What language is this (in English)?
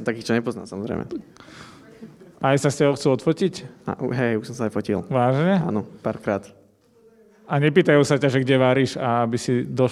Slovak